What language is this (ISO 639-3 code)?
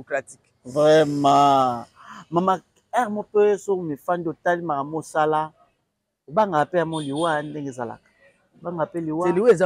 lin